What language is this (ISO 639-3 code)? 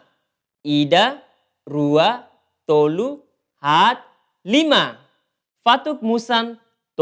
tet